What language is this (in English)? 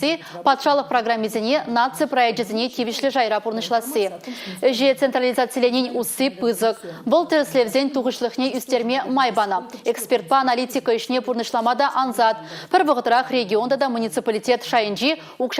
Chuvash